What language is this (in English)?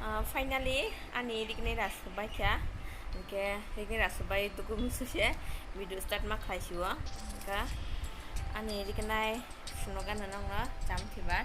Kok Borok